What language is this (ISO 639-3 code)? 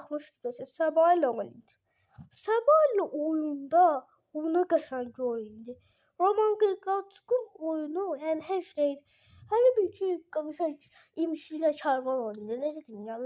aze